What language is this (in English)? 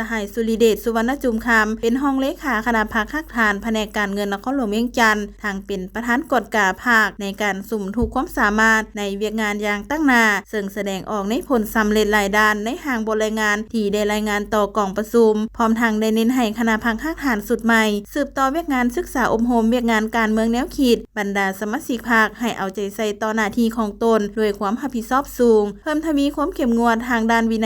Lao